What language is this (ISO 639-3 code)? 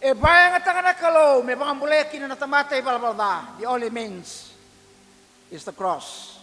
fij